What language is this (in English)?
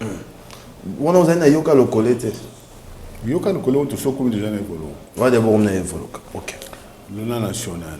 Lingala